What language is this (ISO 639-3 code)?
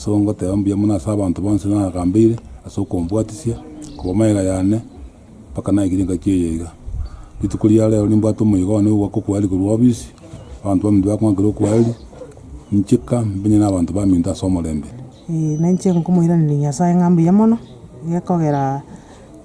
guz